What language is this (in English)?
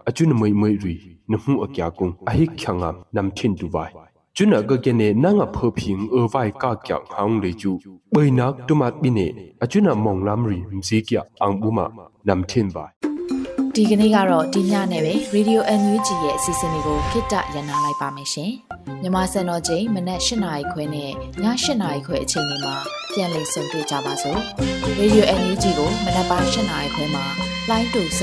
Burmese